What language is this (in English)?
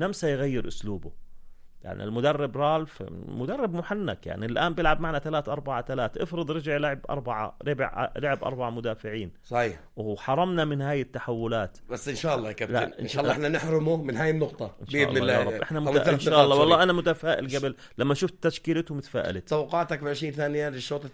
North Levantine Arabic